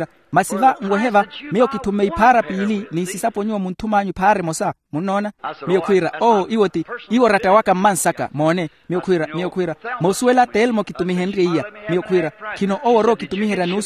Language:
Makhuwa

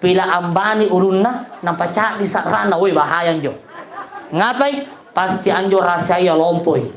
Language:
Makasar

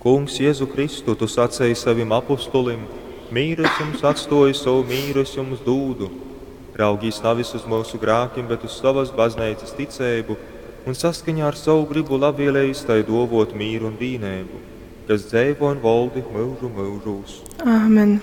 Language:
Latgalian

